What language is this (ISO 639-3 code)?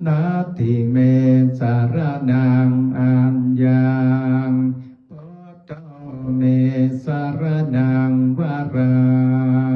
pli